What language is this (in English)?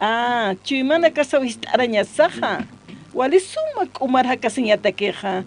Aymara